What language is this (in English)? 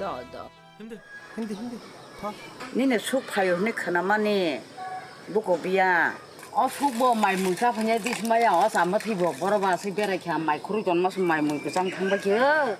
Kok Borok